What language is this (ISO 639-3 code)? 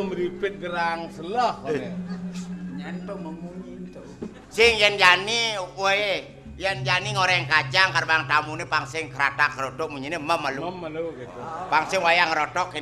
ban